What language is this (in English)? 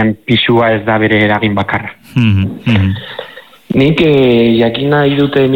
Basque